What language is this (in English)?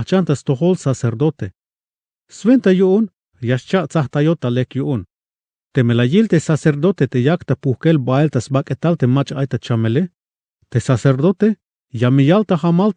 Tzeltal